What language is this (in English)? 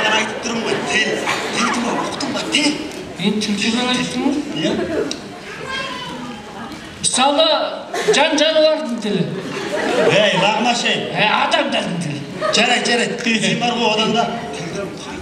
Kazakh